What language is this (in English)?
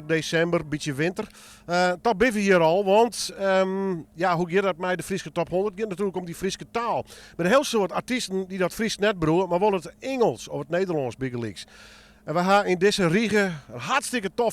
Western Frisian